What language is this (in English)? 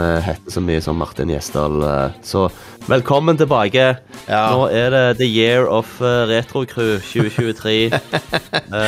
Norwegian